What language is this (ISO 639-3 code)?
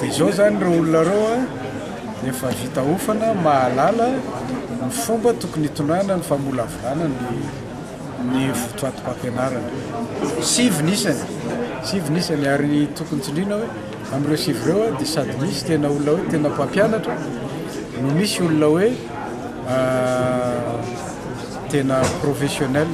mlg